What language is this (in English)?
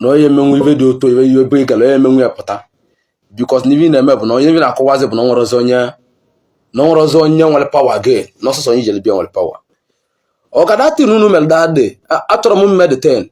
Igbo